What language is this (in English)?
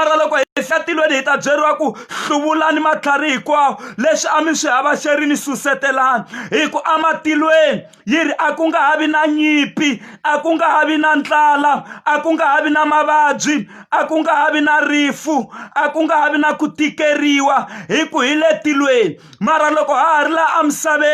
Tsonga